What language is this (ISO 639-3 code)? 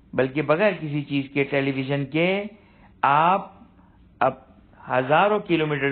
urd